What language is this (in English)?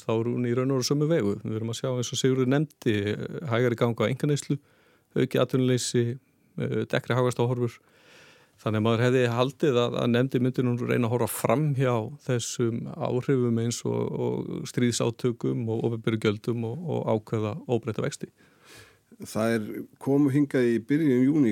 Icelandic